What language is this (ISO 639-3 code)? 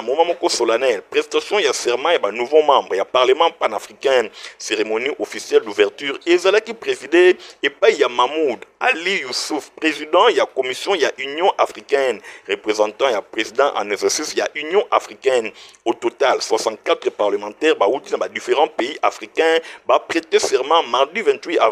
lin